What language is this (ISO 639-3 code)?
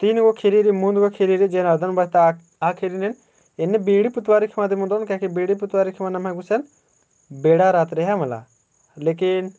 kru